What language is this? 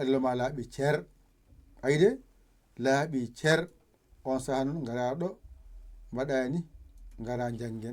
Fula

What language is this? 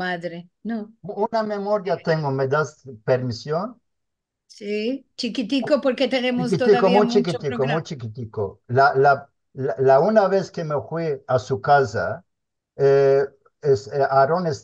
Ladino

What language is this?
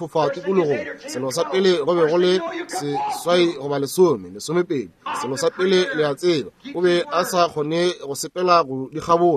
Northern Sotho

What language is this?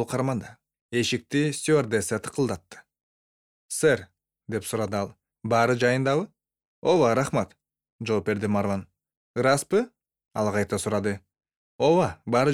Kyrgyz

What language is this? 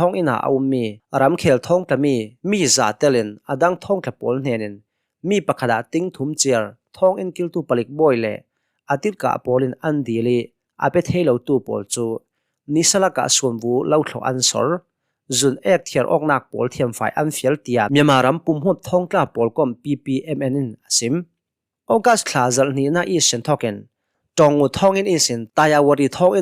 Hakha Chin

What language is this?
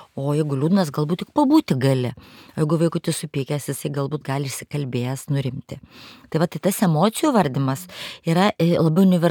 Lithuanian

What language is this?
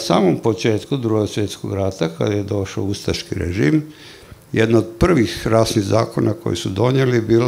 Croatian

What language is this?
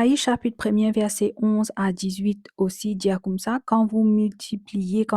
Morisyen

